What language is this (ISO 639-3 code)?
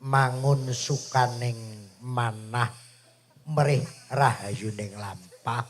jav